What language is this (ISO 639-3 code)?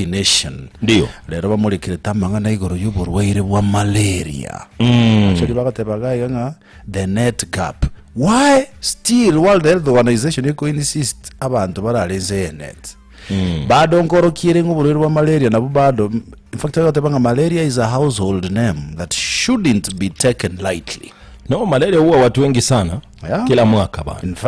guz